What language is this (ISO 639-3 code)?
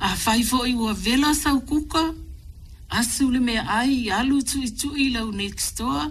smo